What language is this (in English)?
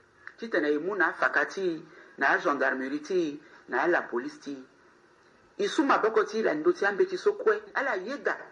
Sango